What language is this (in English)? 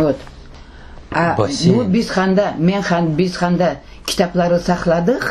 Crimean Tatar